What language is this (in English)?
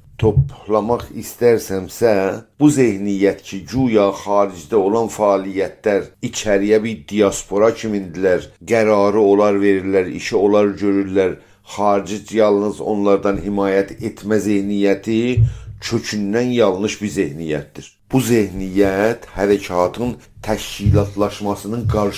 South Azerbaijani